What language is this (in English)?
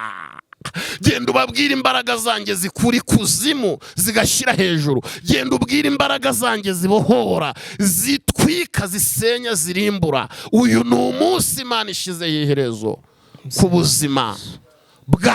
Kinyarwanda